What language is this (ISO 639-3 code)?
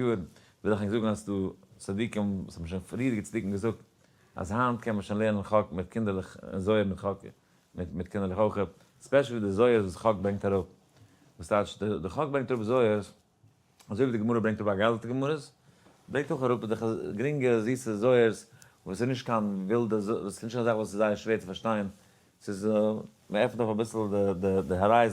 yid